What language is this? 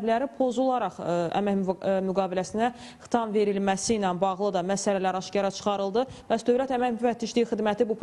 Azerbaijani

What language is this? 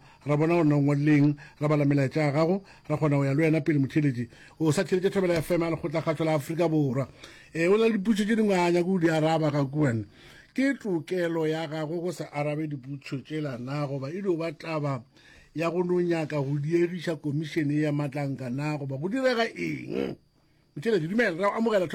Northern Sotho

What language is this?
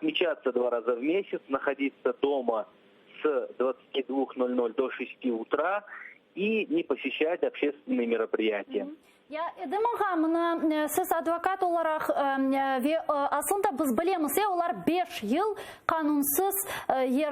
Crimean Tatar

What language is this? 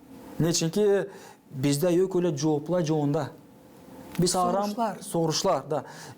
Gagauz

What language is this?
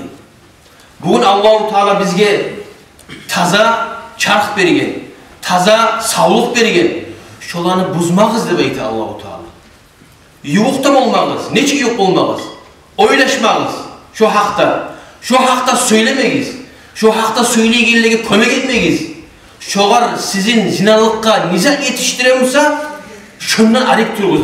Kumyk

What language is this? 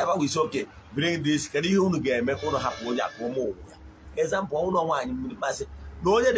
Igbo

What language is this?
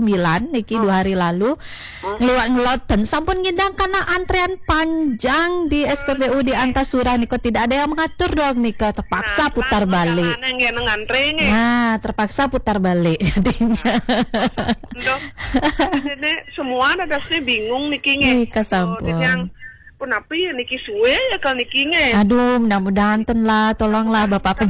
Balinese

